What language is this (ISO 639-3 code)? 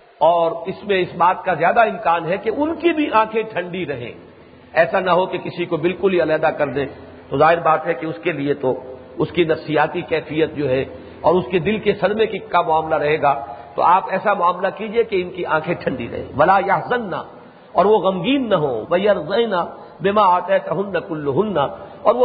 urd